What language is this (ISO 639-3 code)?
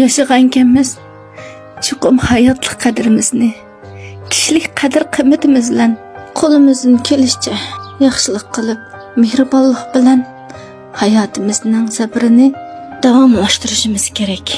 uig